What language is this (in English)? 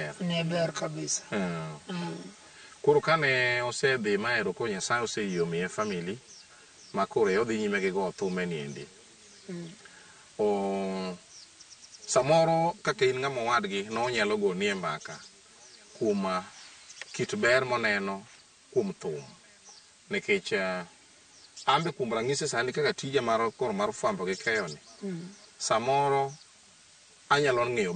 Luo (Kenya and Tanzania)